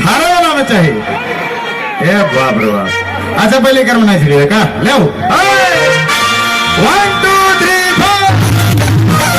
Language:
Sadri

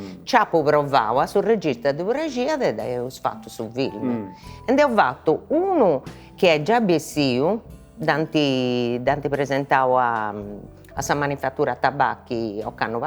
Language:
Sardinian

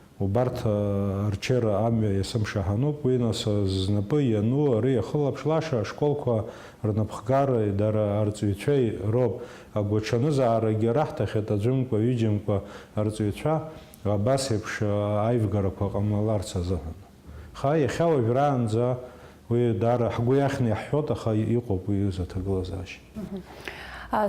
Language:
Abkhazian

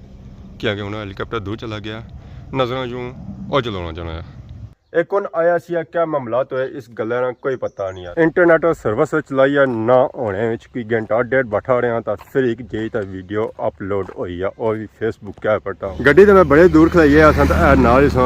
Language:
Pahari-Potwari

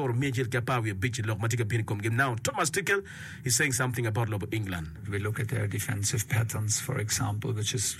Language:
Acoli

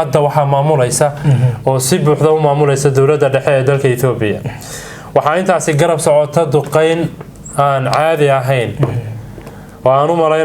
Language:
Somali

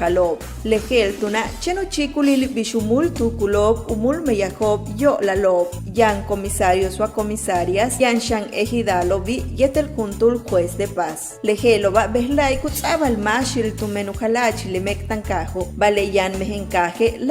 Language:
Yucateco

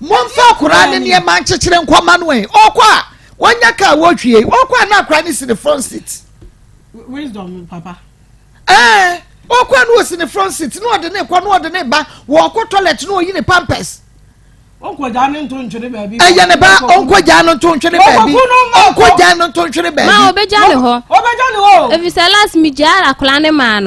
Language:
Akan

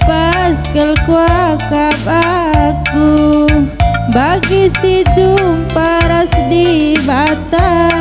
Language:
Batak Karo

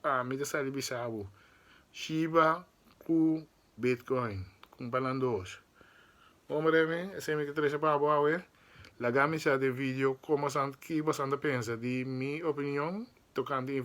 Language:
Papiamento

